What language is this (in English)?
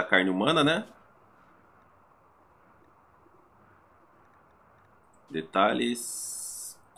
Portuguese